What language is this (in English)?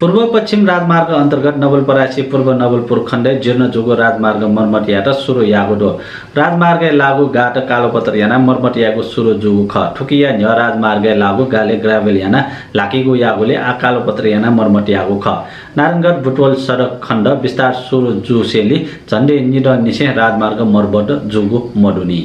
Newari